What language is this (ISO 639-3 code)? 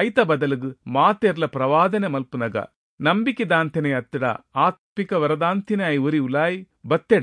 tcy